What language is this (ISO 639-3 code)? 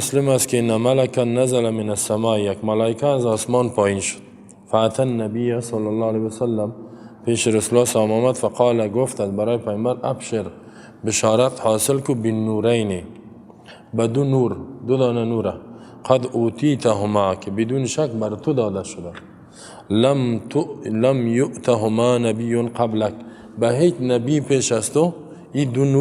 fas